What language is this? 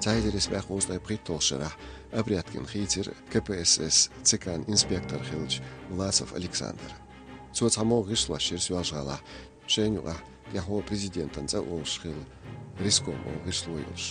Chechen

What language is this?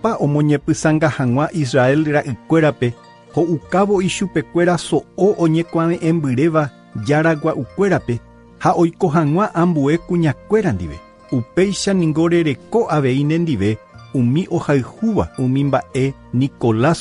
Guarani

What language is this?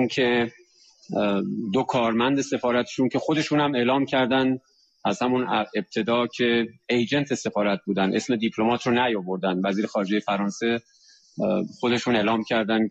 Persian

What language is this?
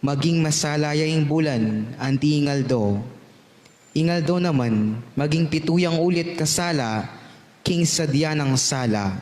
Pampanga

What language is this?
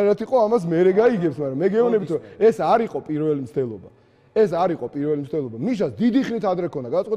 Georgian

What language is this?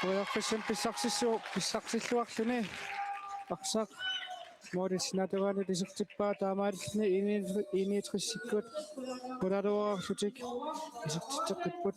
Kalaallisut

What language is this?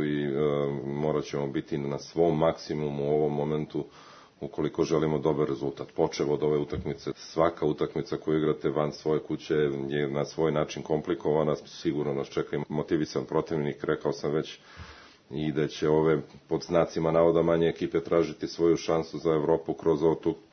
Serbian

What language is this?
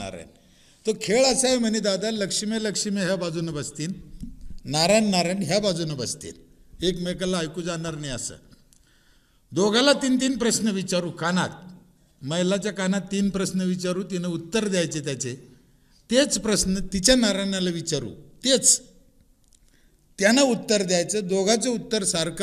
Marathi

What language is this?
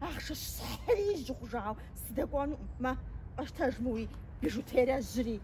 Kabardian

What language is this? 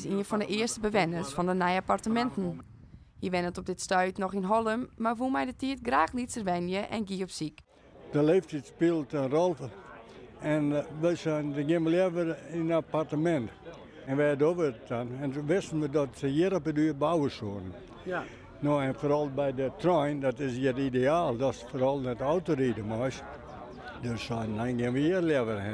Western Frisian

